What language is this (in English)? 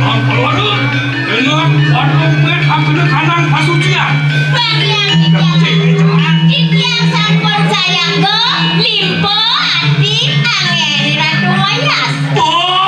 Balinese